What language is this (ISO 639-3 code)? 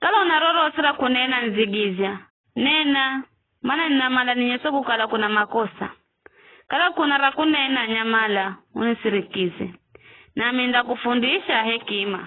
nyf